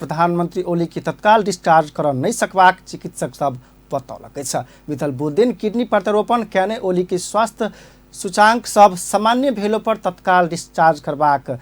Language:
Maithili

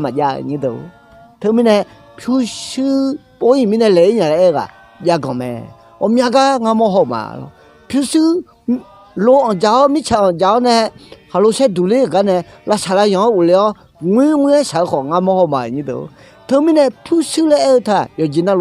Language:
Akha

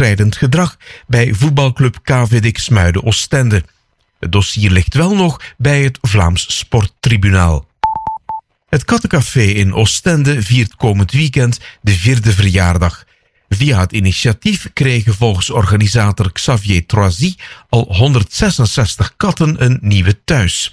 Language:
Dutch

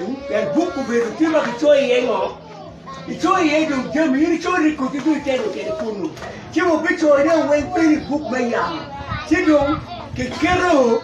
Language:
Acoli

